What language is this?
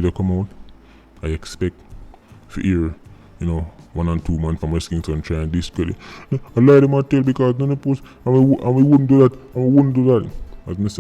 Jamaican Creole English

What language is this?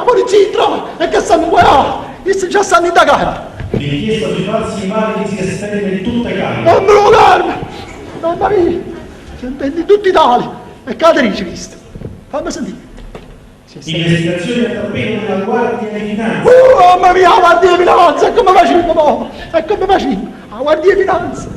Neapolitan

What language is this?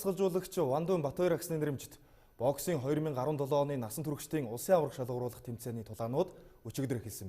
Mongolian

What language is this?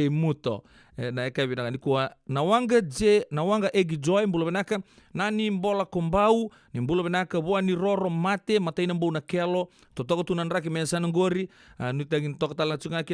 Fijian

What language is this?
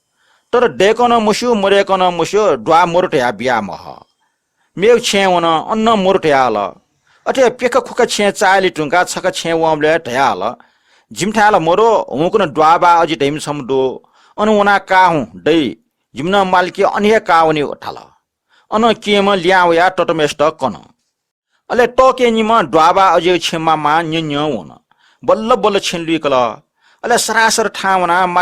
Newari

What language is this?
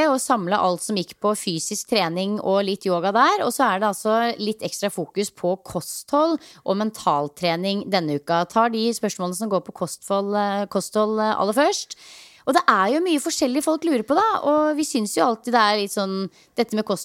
Norwegian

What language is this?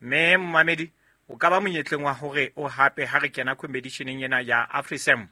Southern Sotho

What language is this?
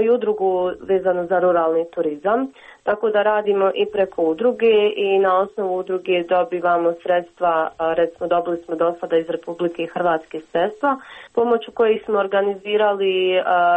Croatian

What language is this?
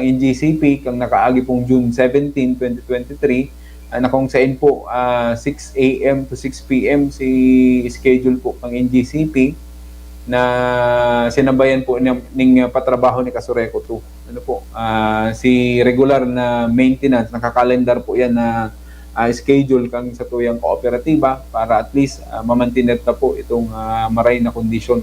Bikol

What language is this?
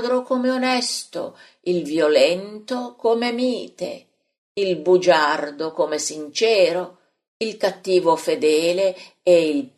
Italian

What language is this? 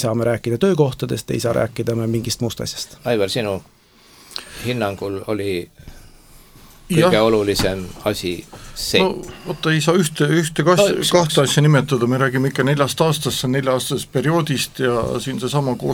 Estonian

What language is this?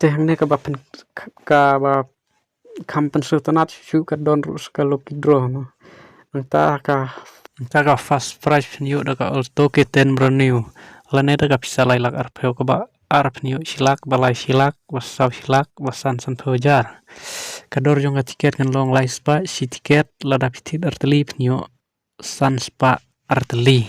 Khasi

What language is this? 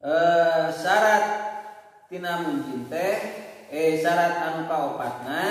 Sundanese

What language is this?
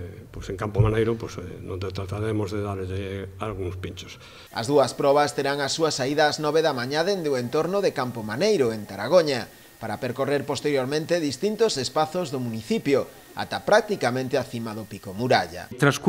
Galician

